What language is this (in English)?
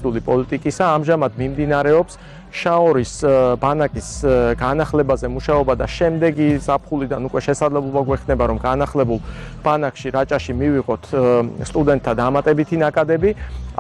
Georgian